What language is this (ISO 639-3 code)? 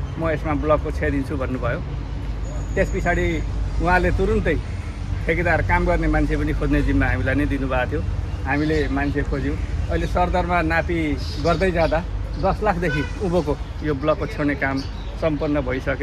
nep